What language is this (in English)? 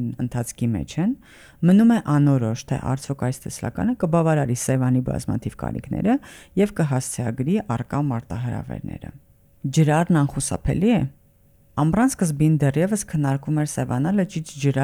Armenian